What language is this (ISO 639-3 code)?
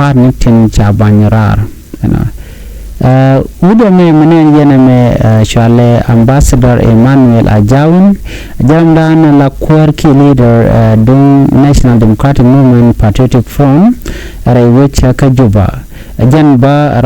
nus